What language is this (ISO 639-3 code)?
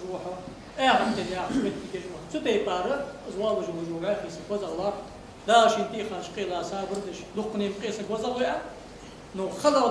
inh